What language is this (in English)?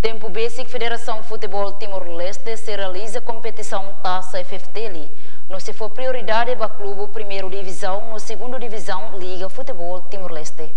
Tetum